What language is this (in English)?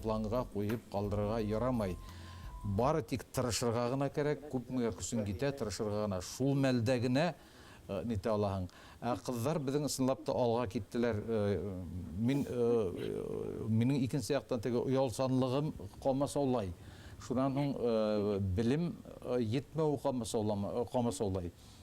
Bashkir